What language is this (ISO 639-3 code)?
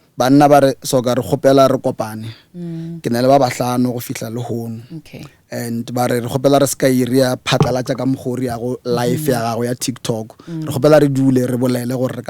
nso